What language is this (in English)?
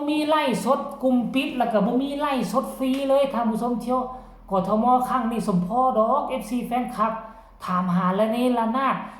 Northeastern Thai